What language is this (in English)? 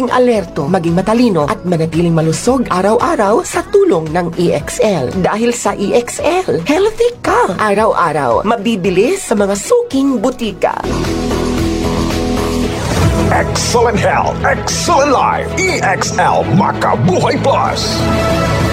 Filipino